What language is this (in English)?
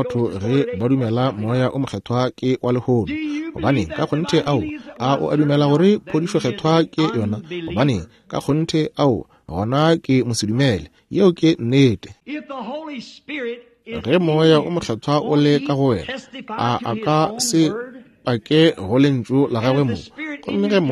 Northern Sotho